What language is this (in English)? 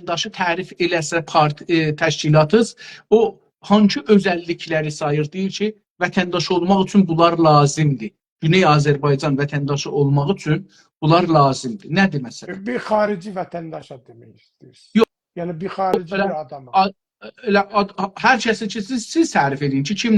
South Azerbaijani